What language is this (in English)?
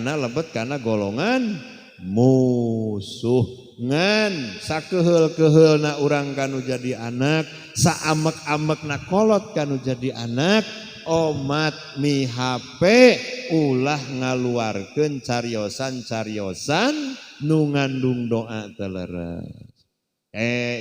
Sundanese